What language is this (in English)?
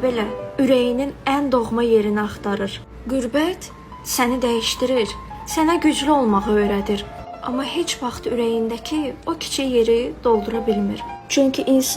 Azerbaijani